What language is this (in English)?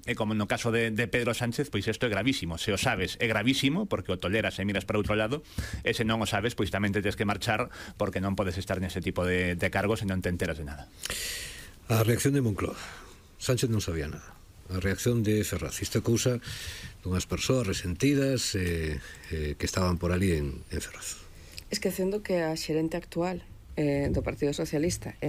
Galician